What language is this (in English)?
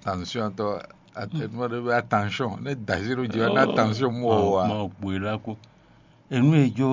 Fon